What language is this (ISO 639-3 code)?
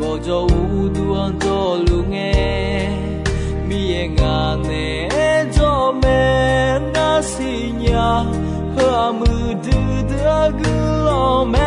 ahk